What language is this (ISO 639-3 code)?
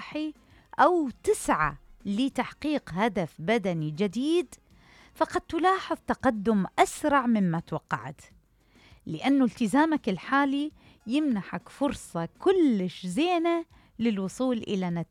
acm